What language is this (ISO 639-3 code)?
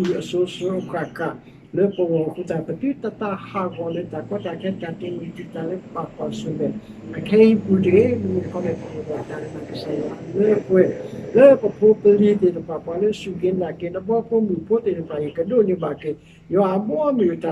ksw